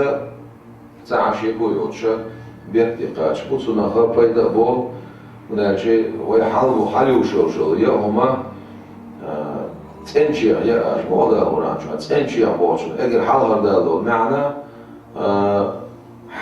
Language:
Chechen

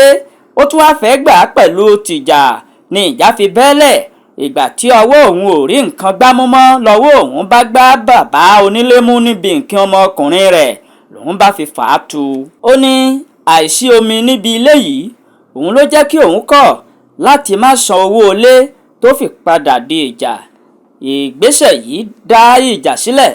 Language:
Yoruba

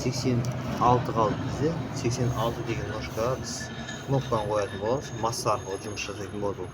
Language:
Kazakh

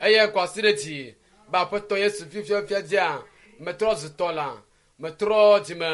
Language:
Ewe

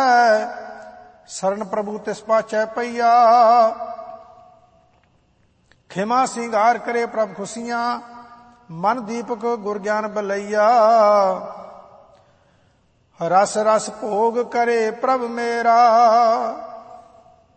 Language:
Punjabi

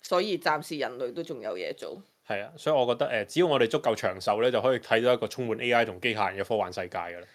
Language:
Cantonese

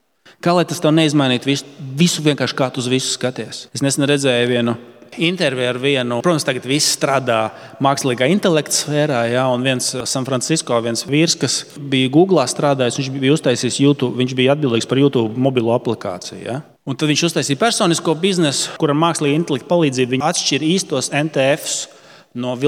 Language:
Latvian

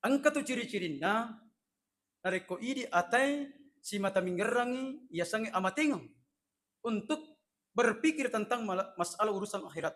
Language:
Buginese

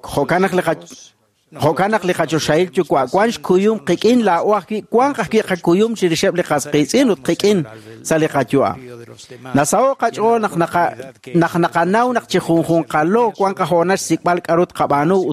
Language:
Kekchí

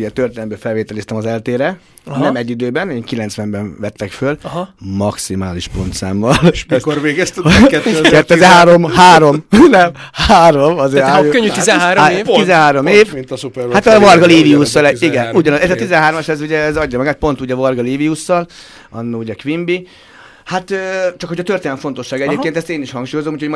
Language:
Hungarian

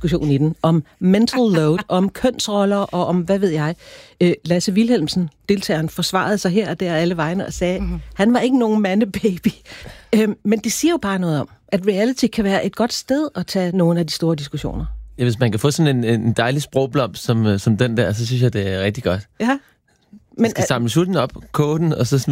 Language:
Danish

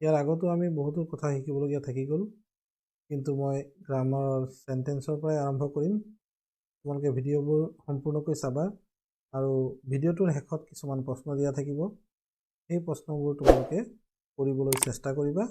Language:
Assamese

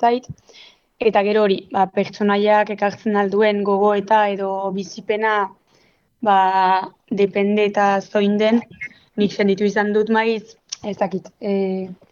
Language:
Basque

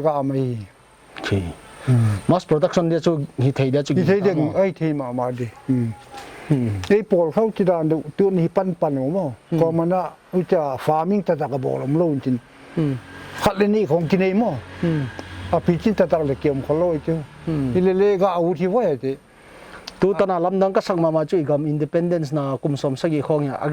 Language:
Paite Chin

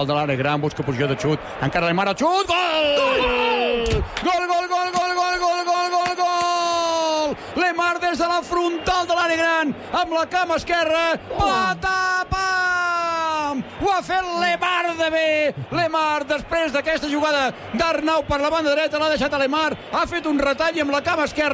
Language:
Catalan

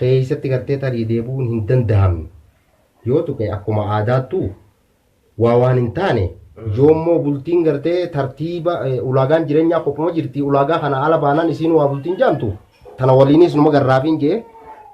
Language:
Oromo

